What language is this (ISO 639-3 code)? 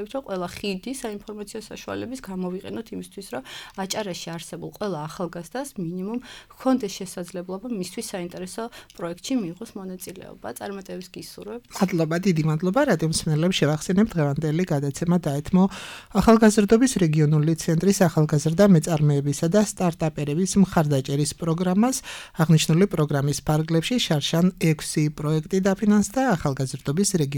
kat